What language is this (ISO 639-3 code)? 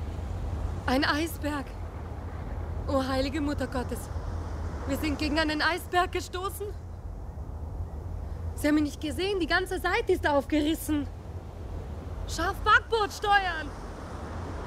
deu